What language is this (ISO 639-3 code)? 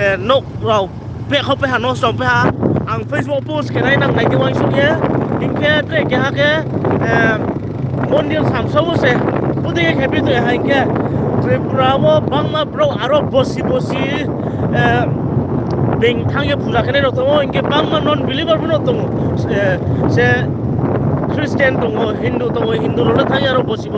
ria